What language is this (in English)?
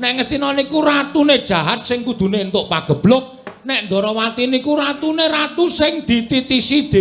Javanese